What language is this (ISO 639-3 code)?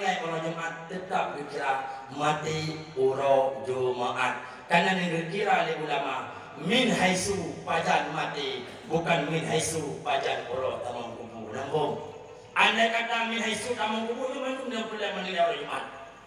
ace